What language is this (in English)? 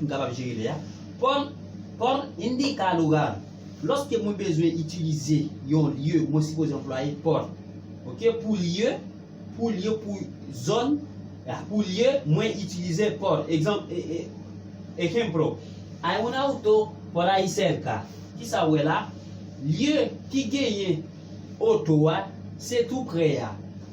Haitian Creole